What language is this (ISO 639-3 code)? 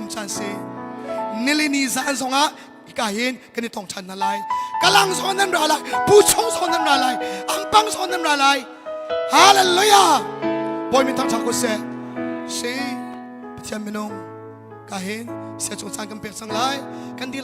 cnh